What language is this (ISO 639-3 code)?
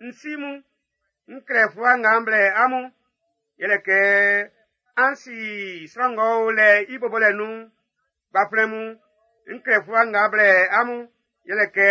bci